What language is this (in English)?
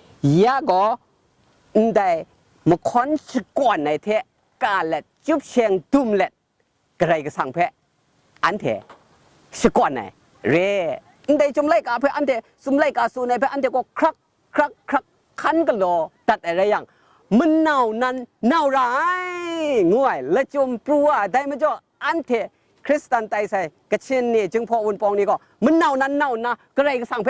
Kachin